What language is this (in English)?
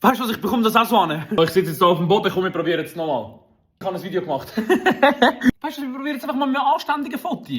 Swiss German